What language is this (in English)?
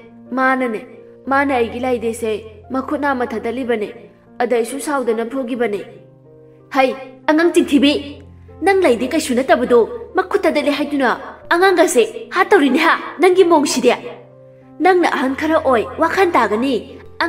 Manipuri